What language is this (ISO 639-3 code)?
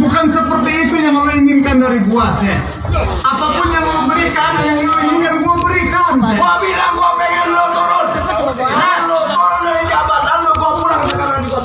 bew